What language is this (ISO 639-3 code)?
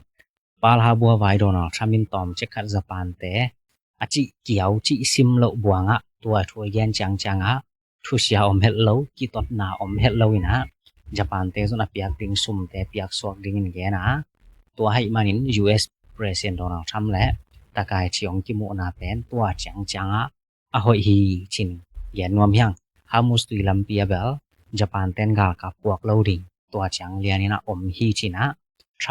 ctd